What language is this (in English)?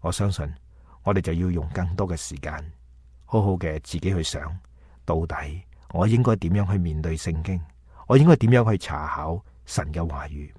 Cantonese